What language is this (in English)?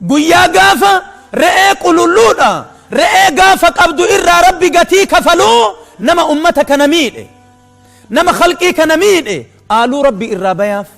Oromo